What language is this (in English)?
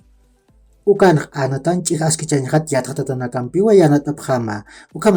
Aymara